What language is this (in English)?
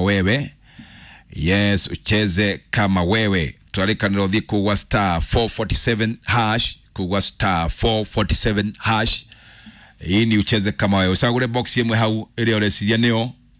Kikuyu